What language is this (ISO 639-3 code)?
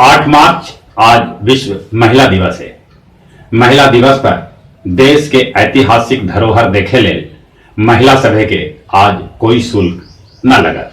mag